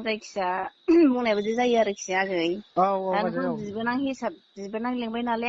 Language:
Bodo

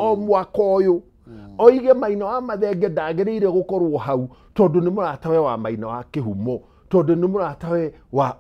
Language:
Kikuyu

